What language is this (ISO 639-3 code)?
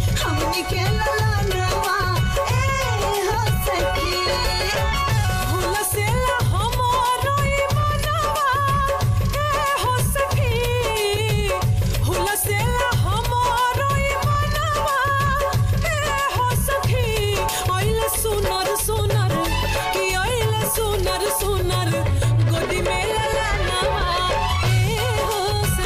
bho